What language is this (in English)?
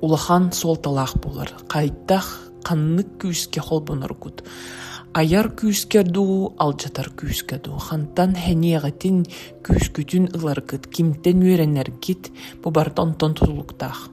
Yakut